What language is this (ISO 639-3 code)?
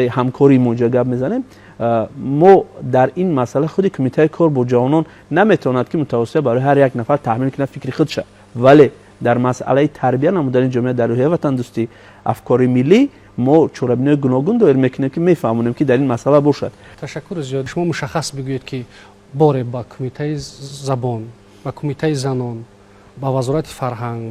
tgk